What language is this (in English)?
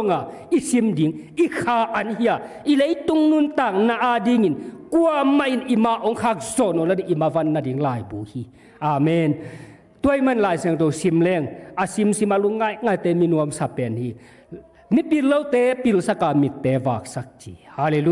Tedim Chin